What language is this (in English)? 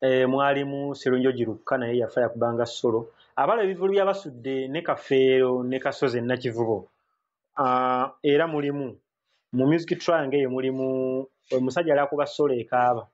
Ganda